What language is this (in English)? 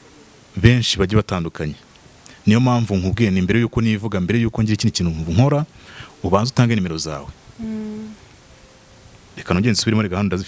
Kinyarwanda